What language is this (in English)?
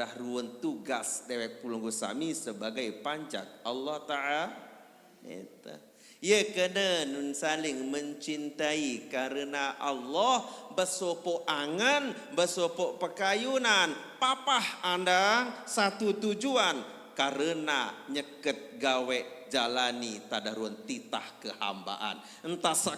Sasak